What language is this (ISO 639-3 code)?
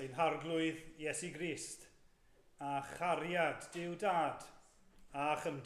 cym